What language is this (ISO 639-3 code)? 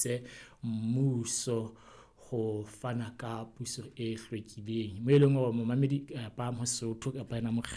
sot